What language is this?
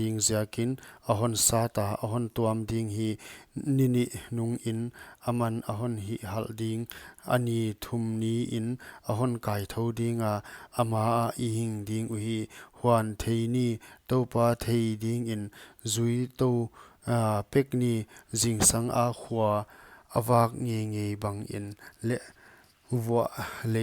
Paite Chin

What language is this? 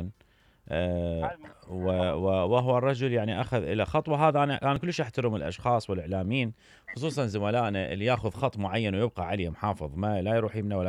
Mesopotamian Arabic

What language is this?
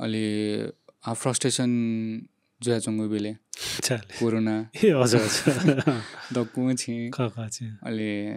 Newari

